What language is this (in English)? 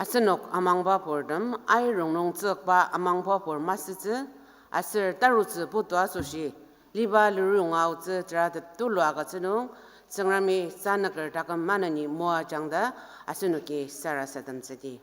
Ao Naga